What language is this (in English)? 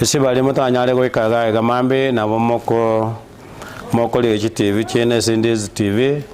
Gusii